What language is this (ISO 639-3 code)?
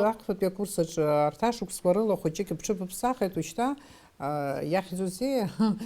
abk